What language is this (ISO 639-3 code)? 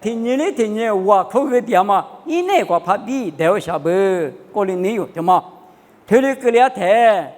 lis